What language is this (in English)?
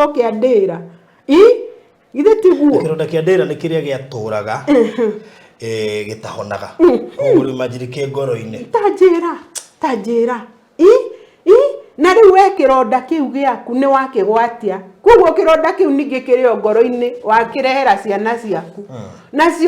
Kikuyu